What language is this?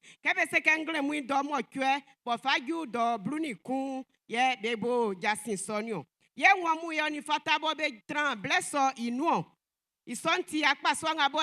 Baoulé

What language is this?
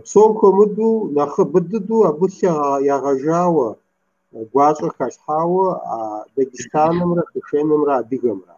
Kabardian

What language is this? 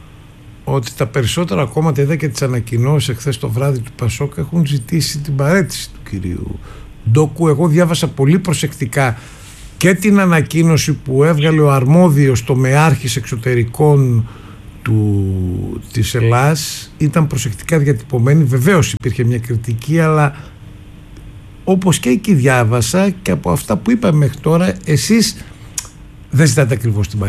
Greek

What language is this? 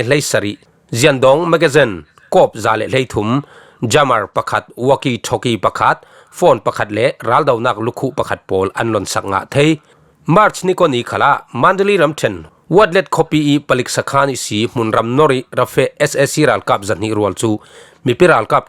Falam Chin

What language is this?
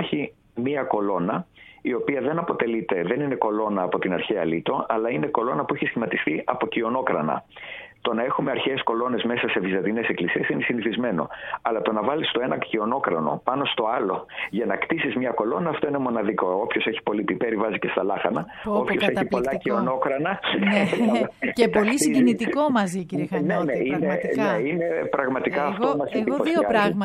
Greek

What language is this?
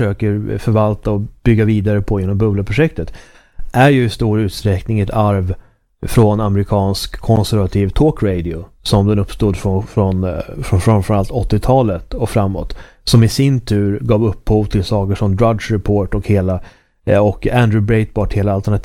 Swedish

